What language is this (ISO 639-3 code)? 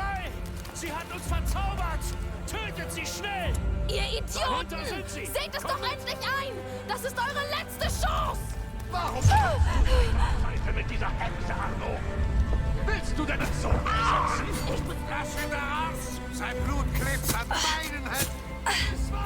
bar